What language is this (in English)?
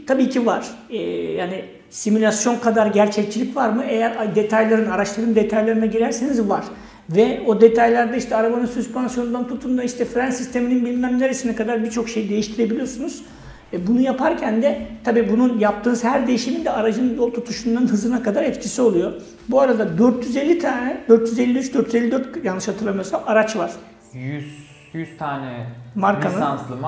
Turkish